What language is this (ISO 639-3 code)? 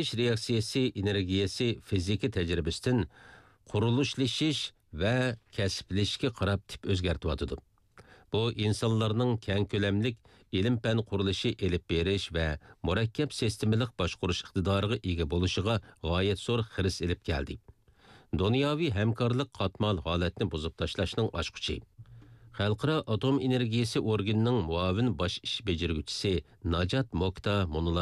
uig